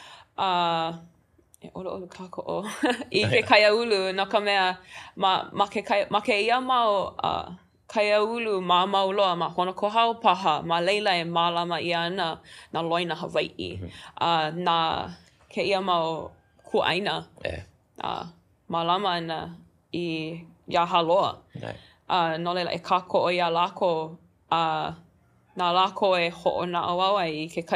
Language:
Hawaiian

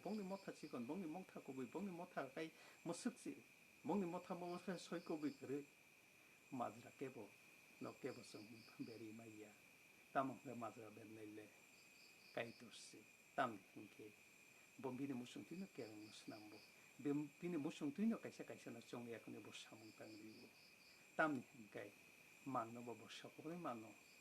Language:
Kok Borok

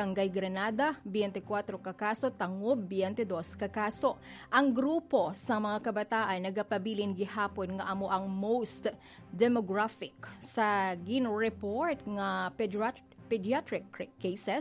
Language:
Hiligaynon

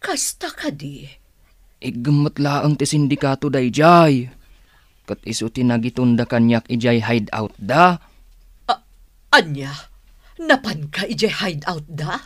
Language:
Iloko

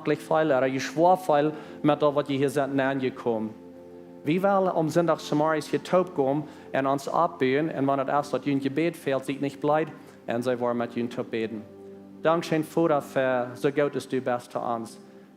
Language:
Plautdietsch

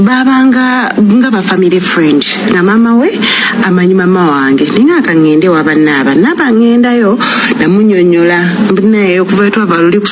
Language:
Ganda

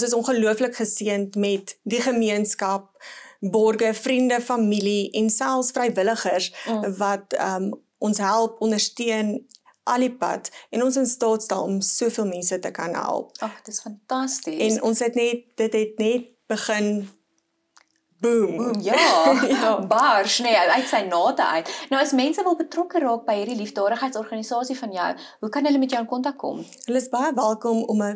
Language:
Afrikaans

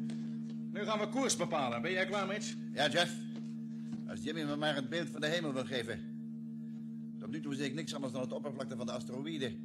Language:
Dutch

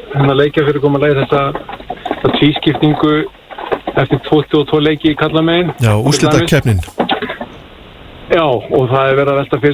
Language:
Icelandic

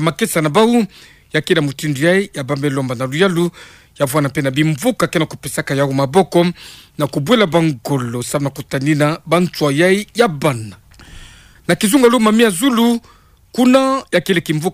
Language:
Kituba (Democratic Republic of Congo)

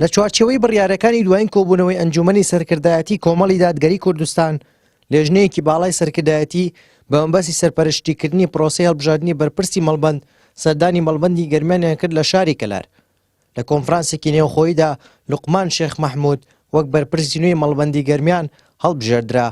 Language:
Central Kurdish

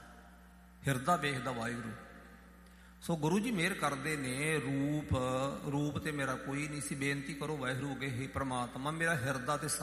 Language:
Punjabi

